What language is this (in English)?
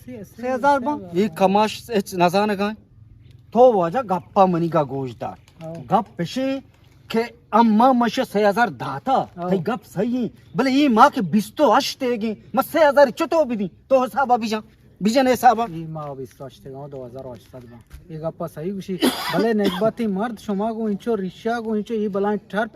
Eastern Balochi